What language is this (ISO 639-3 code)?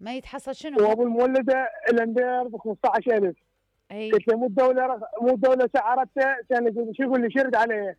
acm